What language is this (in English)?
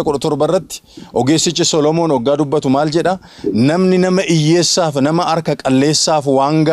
Oromo